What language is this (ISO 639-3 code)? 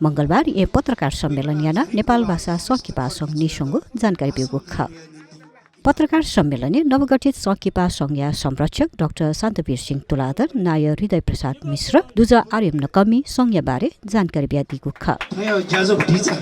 new